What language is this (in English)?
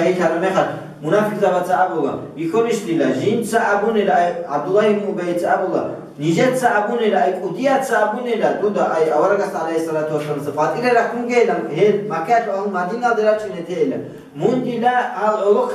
Avaric